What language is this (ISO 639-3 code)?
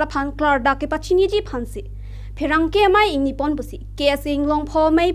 mjw